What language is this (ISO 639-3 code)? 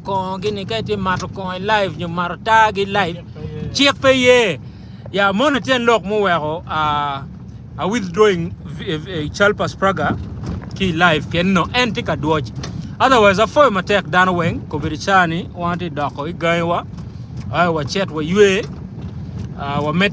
ach